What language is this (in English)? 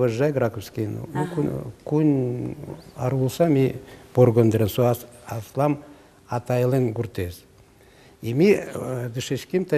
Udmurt